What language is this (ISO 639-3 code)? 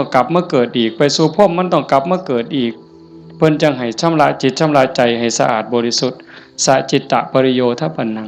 tts